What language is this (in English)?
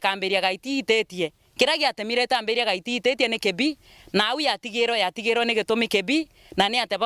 Meru